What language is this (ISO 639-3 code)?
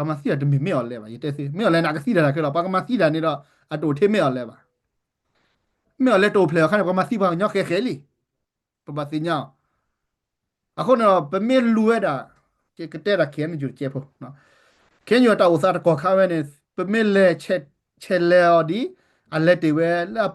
ksw